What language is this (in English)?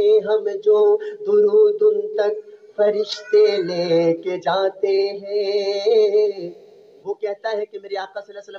Urdu